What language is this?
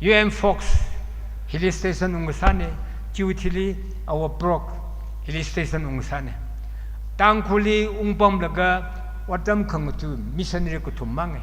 Tangkhul Naga (India)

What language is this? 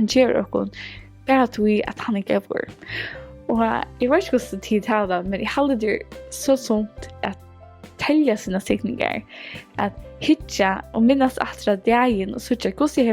Faroese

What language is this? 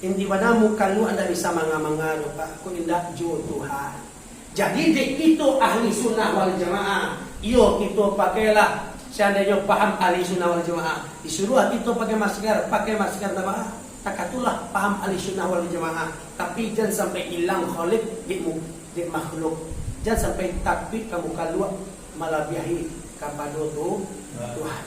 Minangkabau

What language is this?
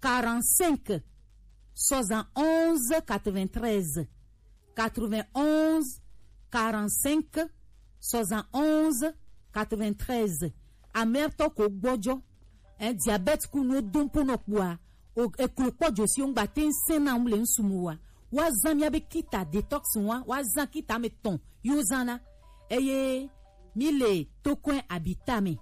Gen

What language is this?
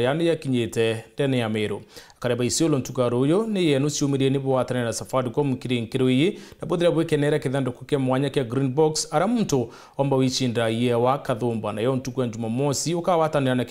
Meru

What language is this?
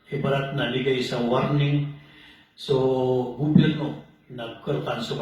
Maranao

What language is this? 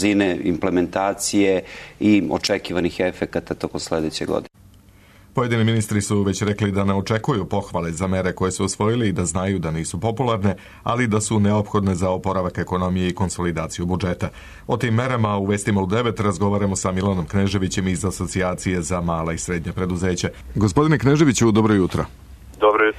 Serbian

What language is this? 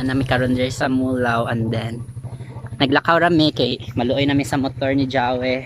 Cebuano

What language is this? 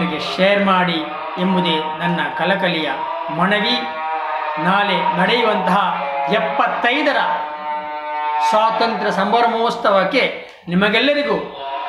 Kannada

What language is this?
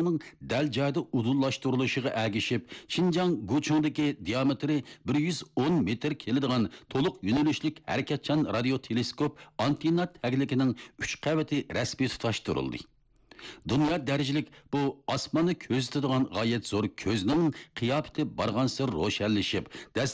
Uyghur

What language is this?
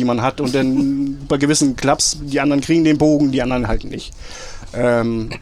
German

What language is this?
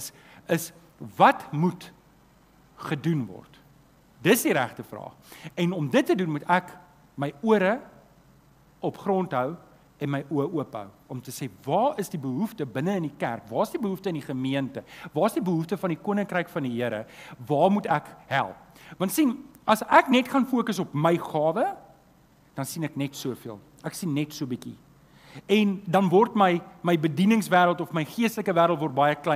Afrikaans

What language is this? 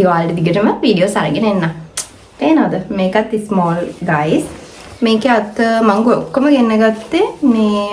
Sinhala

